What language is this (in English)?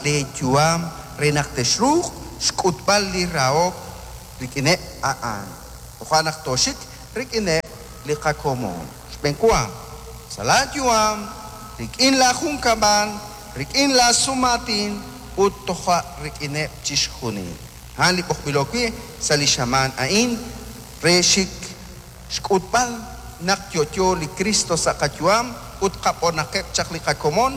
Kekchí